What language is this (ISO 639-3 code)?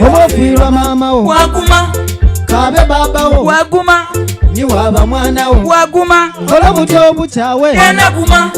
xog